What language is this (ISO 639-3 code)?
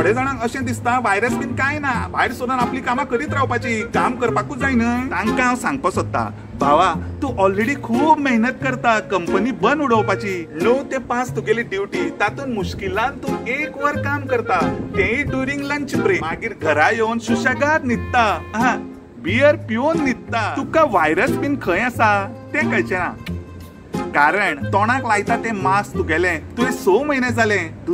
kok